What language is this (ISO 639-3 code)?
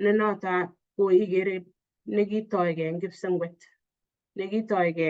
kln